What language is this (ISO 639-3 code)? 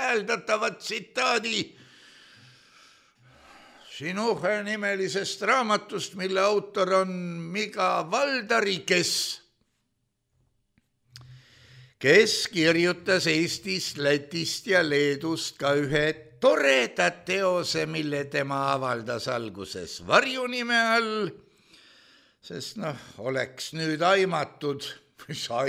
est